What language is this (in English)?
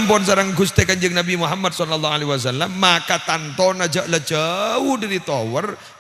Madurese